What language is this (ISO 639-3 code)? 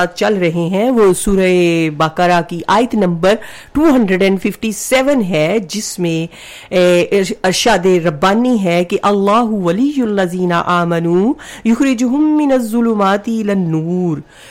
urd